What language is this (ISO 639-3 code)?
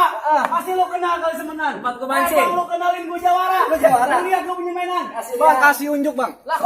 bew